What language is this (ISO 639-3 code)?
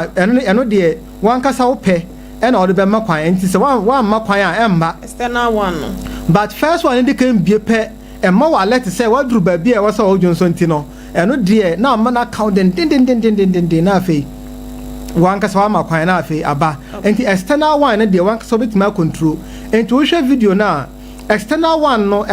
aka